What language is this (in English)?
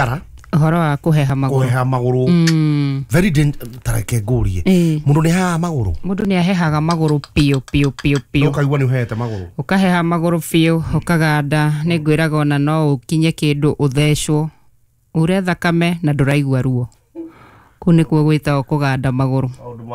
Kikuyu